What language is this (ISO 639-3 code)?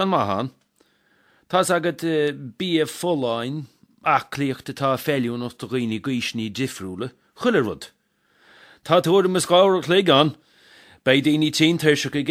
gle